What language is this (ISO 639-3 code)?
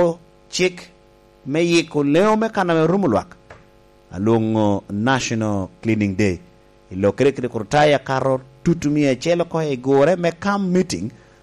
laj